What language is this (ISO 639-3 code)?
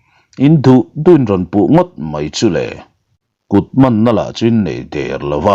lus